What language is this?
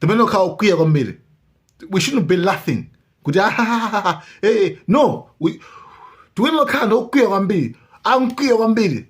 Nyanja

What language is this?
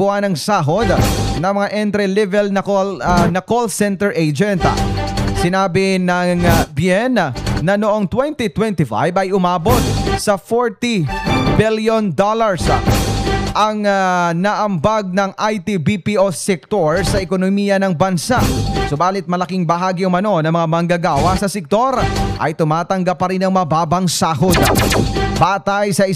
Filipino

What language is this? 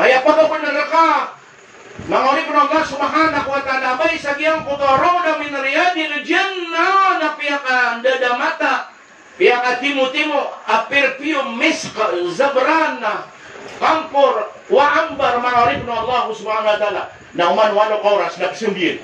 Maranao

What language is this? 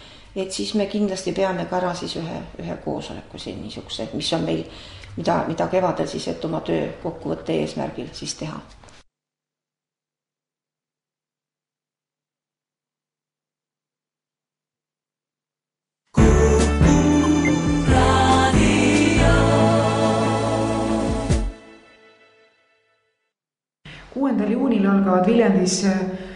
Estonian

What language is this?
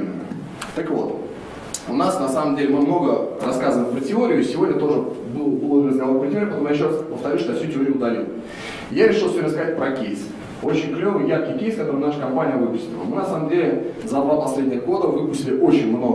Russian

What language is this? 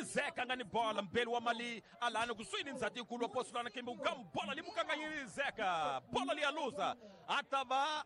Tsonga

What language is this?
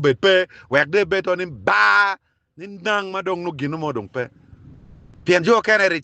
Acoli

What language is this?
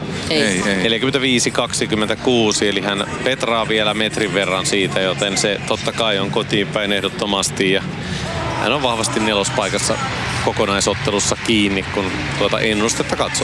Finnish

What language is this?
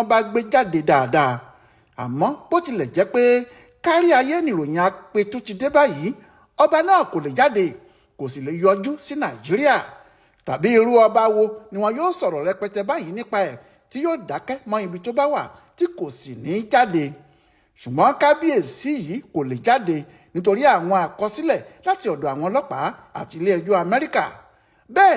Yoruba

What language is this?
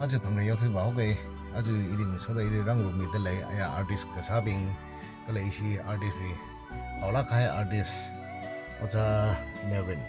Tangkhul Naga (India)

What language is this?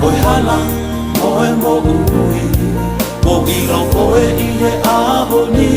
Tongan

